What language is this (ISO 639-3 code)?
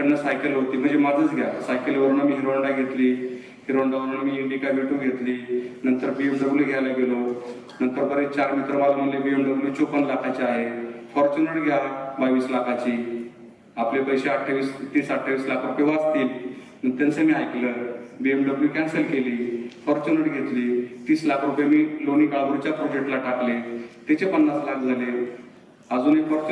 mar